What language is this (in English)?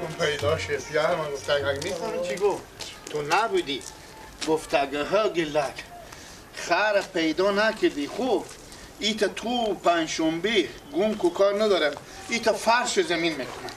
Persian